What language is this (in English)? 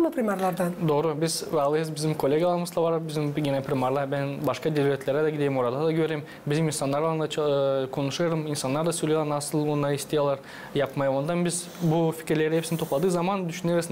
Gagauz